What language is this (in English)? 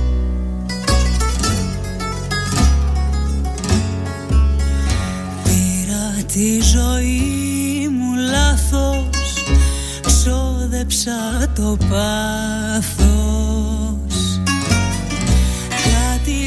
Greek